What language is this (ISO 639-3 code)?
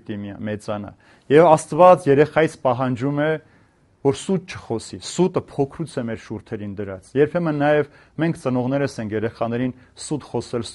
hye